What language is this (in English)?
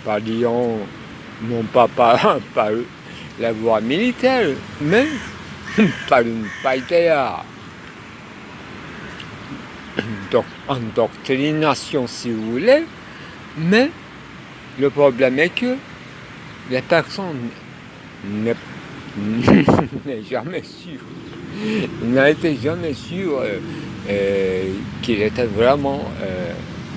French